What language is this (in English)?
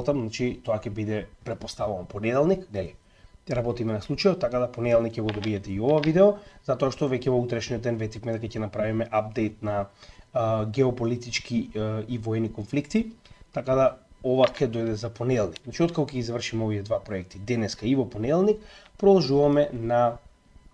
Macedonian